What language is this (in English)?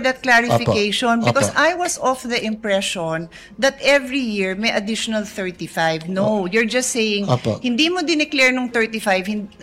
Filipino